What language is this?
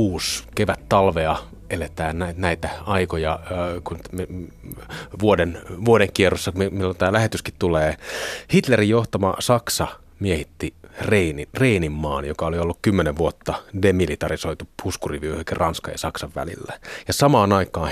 Finnish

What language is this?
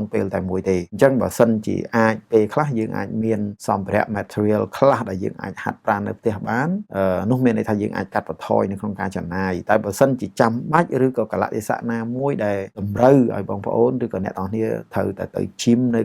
Khmer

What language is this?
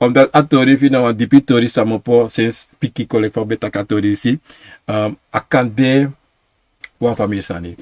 Sranan Tongo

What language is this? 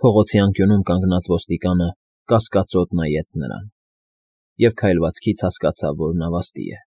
Armenian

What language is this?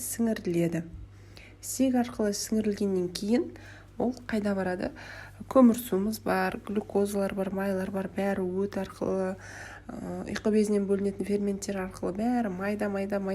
Kazakh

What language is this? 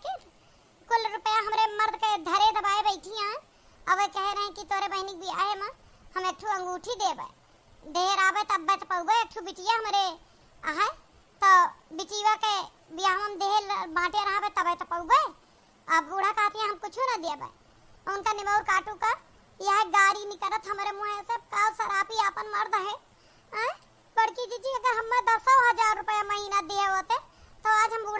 Awadhi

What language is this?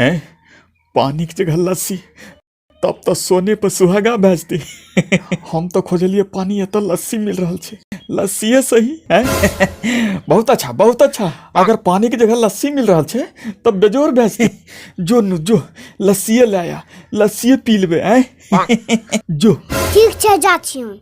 Angika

